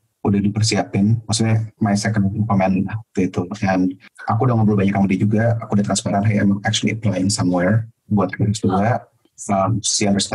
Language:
Indonesian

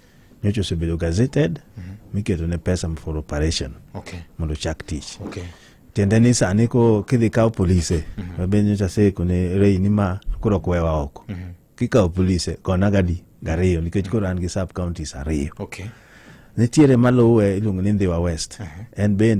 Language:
Luo (Kenya and Tanzania)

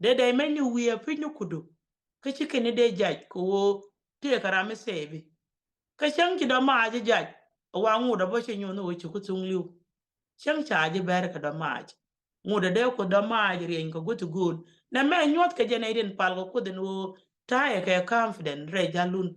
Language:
Nuer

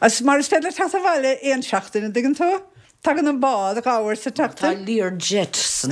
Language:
Irish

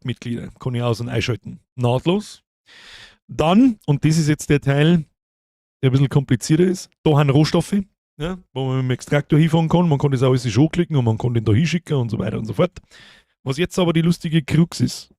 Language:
Bavarian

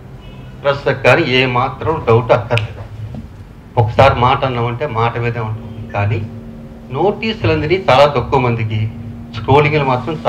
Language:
Telugu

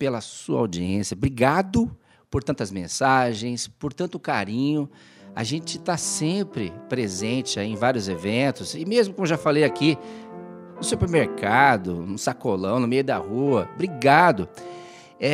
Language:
Portuguese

